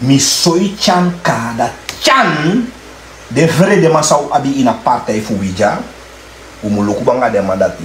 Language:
Sranan Tongo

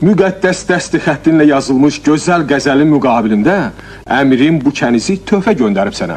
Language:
Azerbaijani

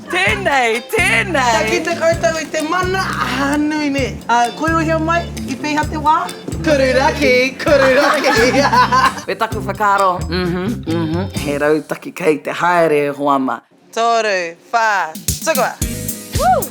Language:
Māori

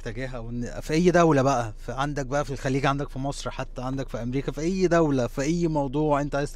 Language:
Egyptian Arabic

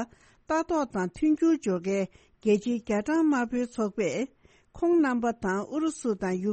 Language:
Tibetan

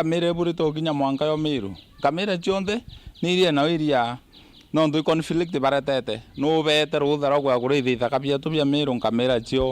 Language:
Meru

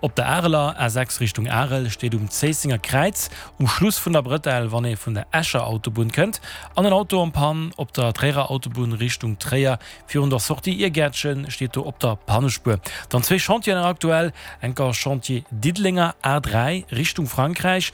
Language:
Luxembourgish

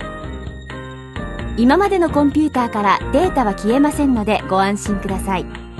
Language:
Japanese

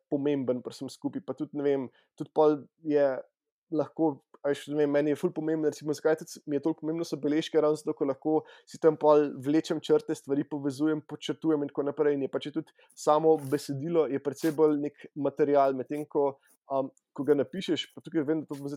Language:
Slovenian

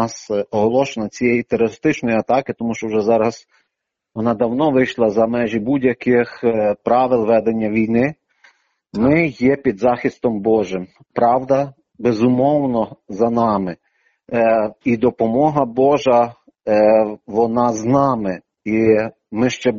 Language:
Ukrainian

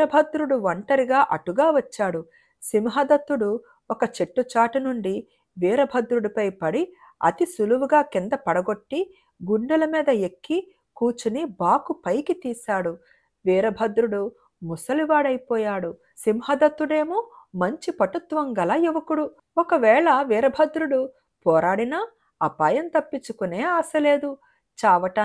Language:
Telugu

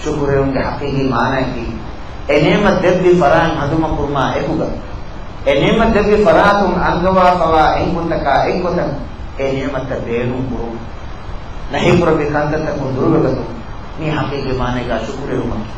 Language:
Divehi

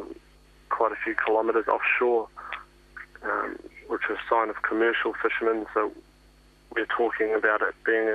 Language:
Māori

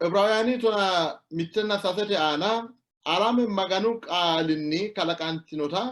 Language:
Sidamo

